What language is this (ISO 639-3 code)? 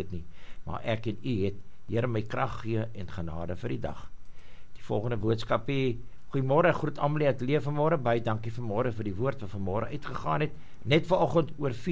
afr